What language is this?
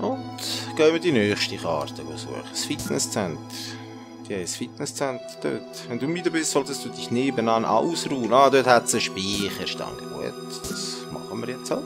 Swiss German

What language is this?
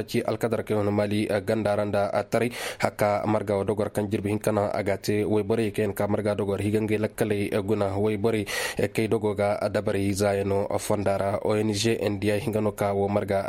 Koyraboro Senni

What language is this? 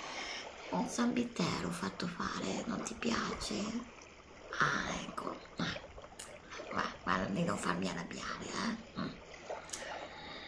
Italian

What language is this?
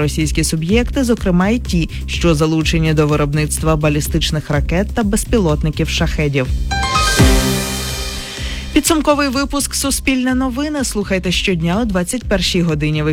Ukrainian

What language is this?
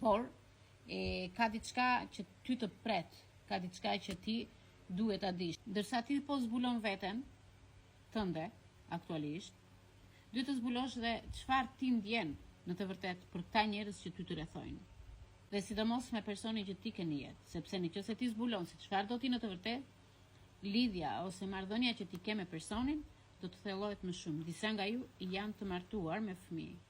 Albanian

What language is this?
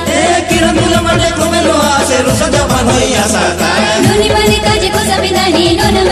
Halbi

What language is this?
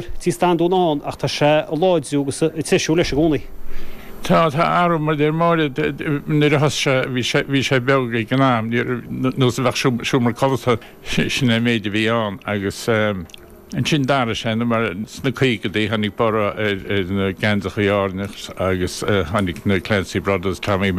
Irish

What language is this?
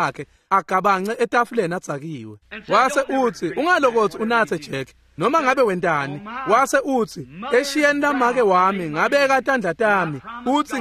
Swati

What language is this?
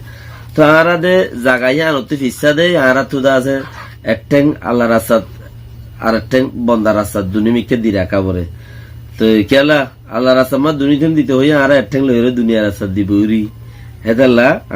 Rohingya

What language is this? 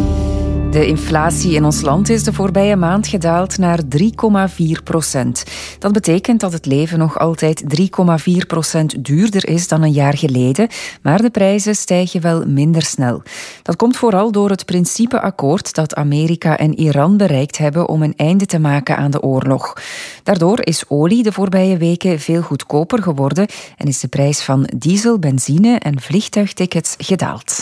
Dutch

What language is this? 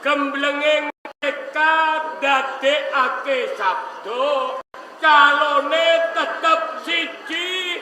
Javanese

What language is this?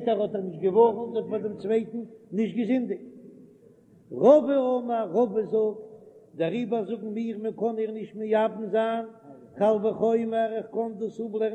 Yiddish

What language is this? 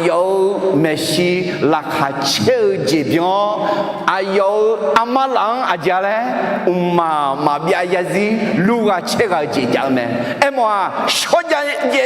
Akha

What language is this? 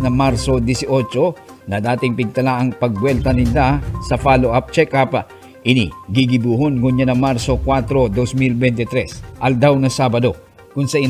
Bikol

